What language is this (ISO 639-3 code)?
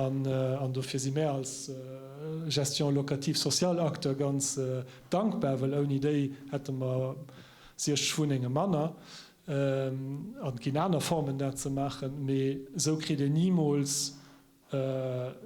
ltz